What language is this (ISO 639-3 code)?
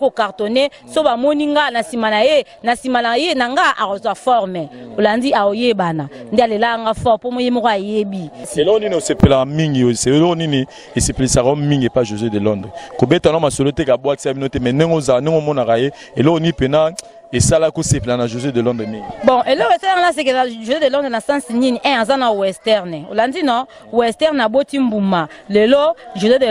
lin